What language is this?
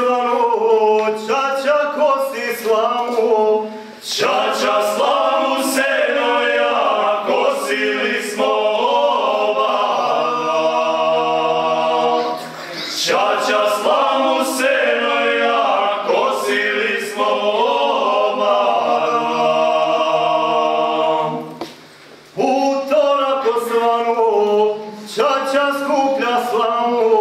Serbian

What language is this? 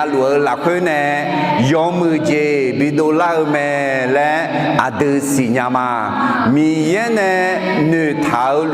Akha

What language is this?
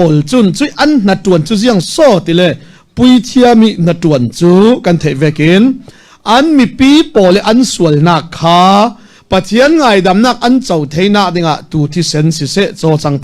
Falam Chin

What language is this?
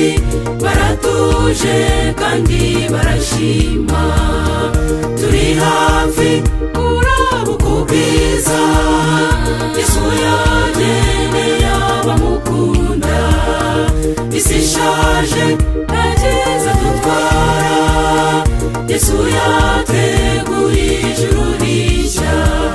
Kinyarwanda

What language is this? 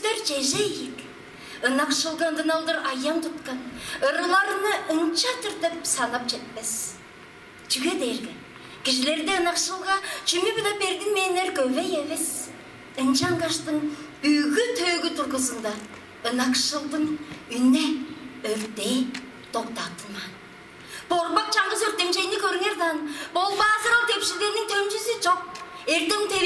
Tuvinian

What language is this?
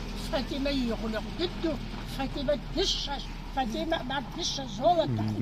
Kabardian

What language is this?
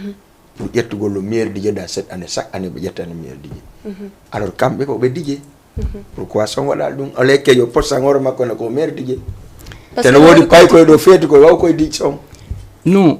Fula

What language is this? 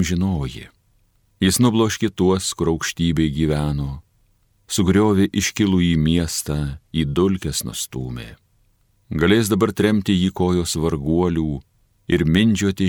Lithuanian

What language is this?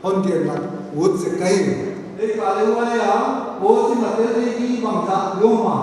Paite Chin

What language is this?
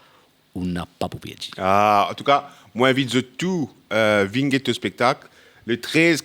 Morisyen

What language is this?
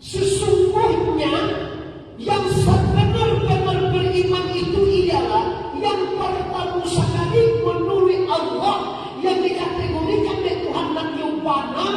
Minangkabau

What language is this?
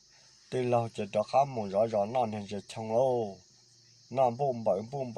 Hmong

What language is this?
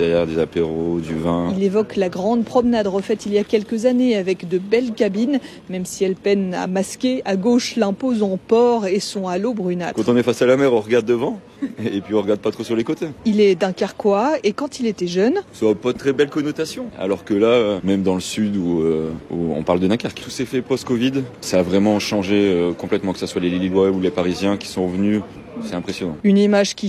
French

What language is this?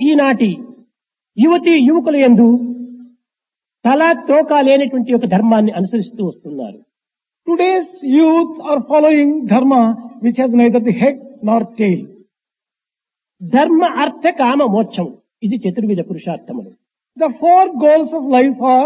Telugu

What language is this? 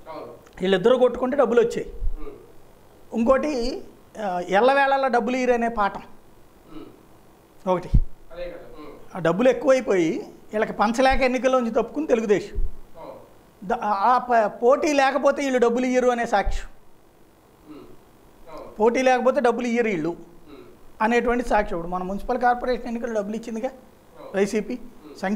Telugu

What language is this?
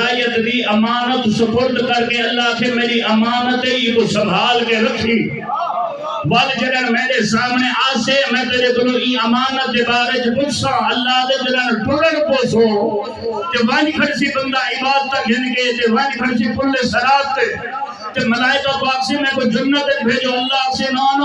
Saraiki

